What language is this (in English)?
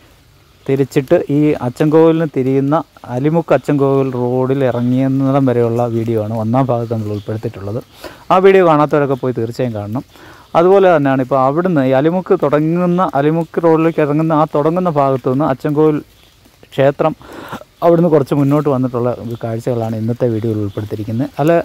Malayalam